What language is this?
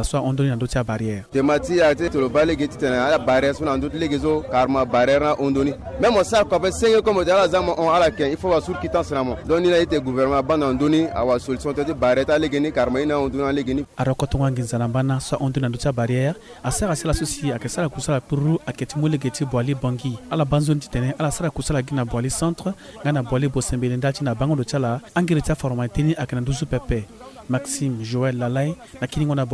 Sango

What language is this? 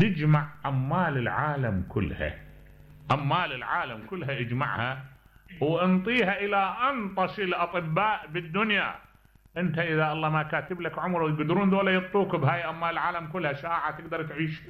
Mesopotamian Arabic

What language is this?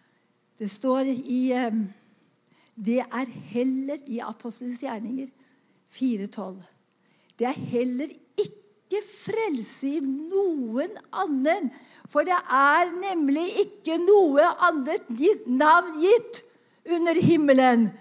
Norwegian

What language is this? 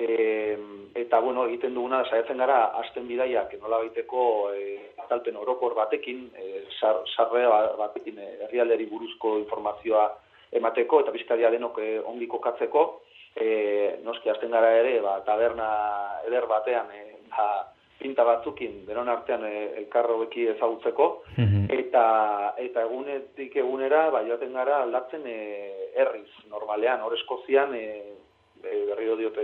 Basque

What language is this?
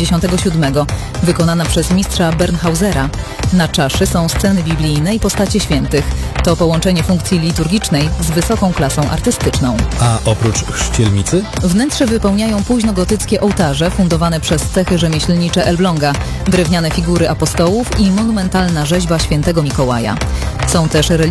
Polish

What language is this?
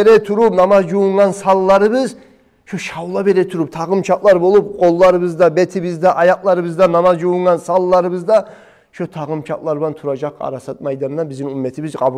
Kumyk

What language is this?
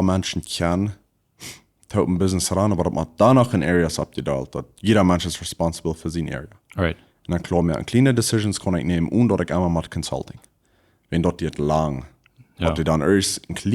Plautdietsch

